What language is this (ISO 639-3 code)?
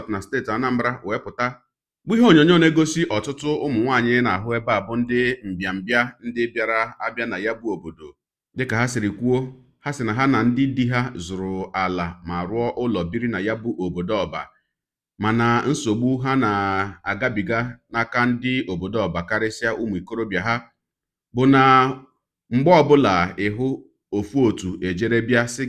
ibo